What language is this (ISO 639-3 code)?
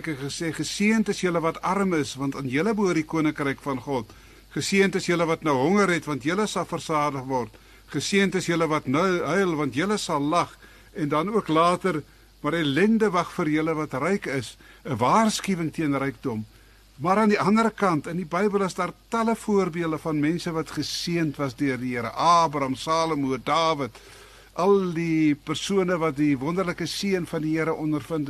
afr